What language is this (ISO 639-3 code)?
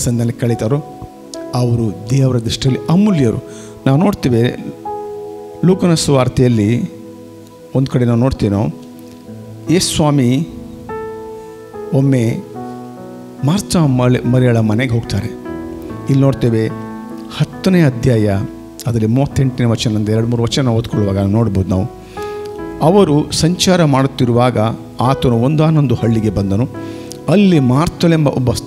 kan